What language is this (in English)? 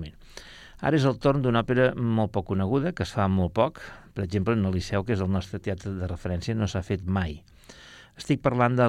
Catalan